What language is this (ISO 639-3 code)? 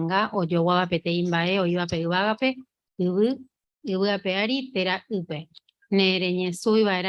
grn